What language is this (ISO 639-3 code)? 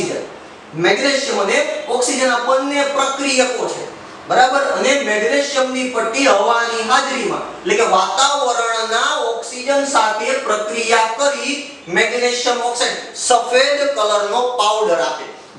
guj